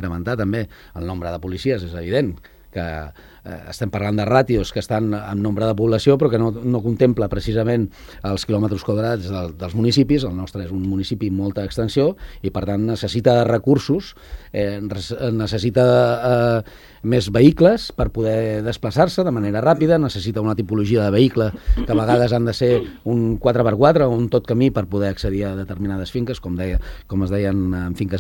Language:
Catalan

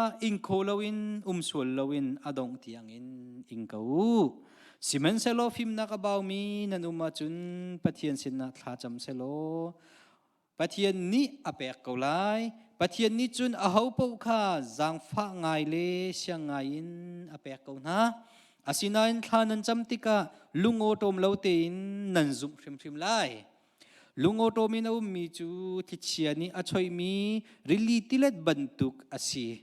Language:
Hakha Chin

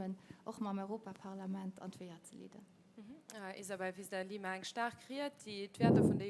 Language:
Luxembourgish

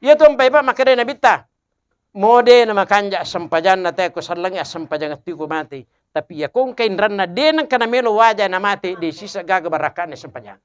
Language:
Buginese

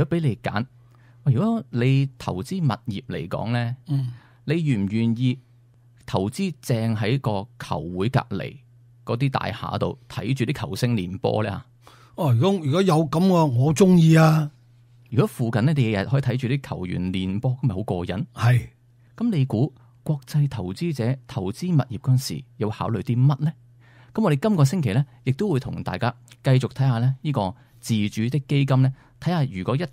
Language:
Cantonese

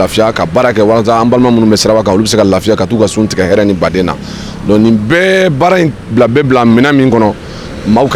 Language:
Bambara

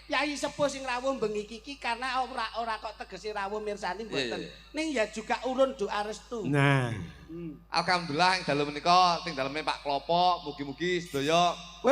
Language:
Javanese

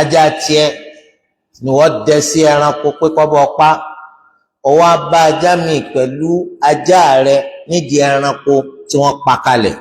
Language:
Yoruba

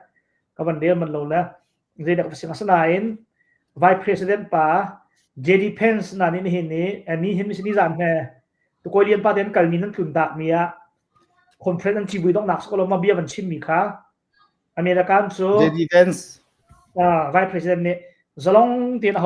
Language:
Hakha Chin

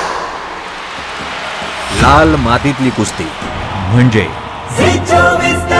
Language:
Marathi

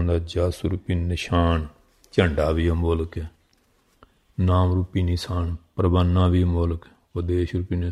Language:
Punjabi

